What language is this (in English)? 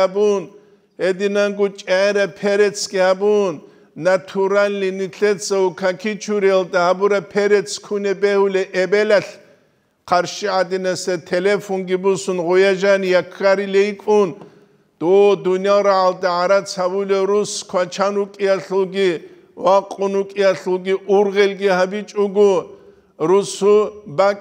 Avaric